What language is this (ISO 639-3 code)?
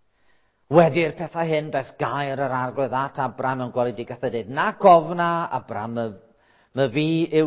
cym